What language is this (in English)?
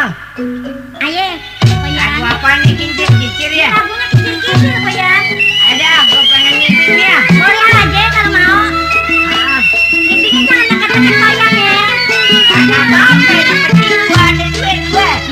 Betawi